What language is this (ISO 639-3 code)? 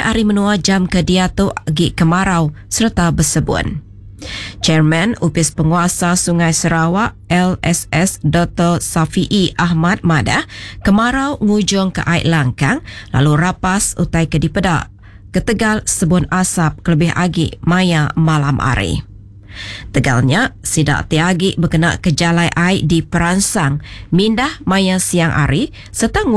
iba